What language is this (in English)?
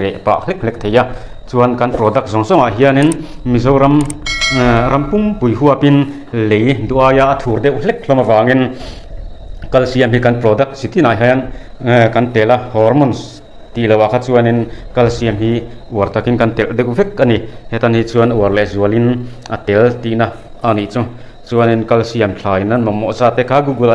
Mizo